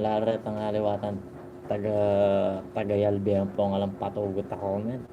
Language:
Pampanga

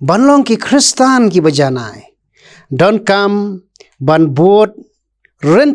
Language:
Khasi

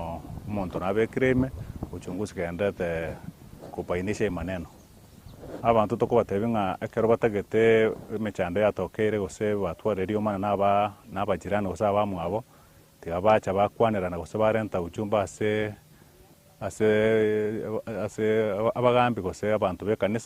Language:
Gusii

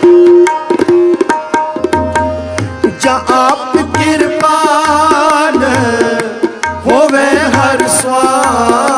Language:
Punjabi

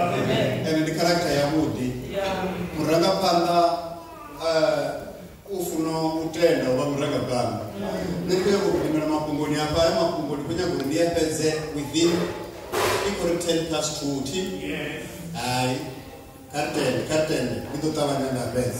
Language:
Venda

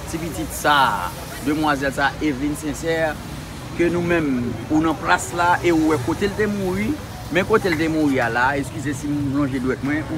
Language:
Haitian Creole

